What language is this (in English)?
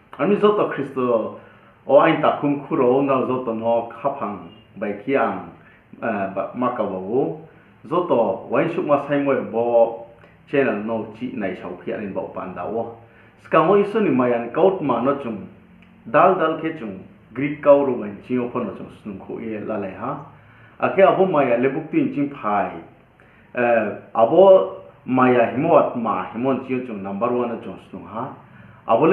Riang (India)